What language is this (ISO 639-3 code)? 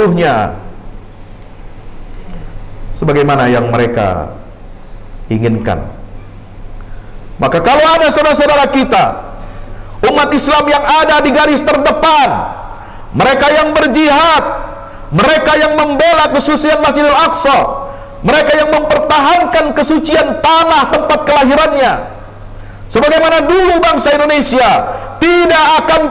ind